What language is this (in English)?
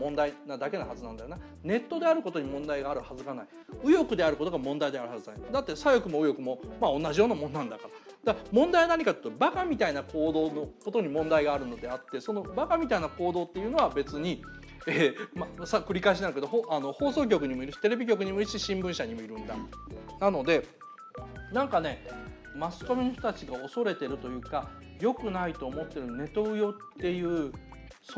Japanese